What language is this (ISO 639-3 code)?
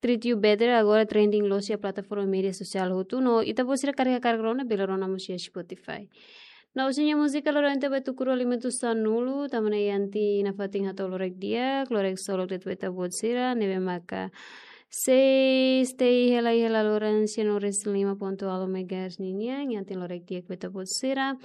tet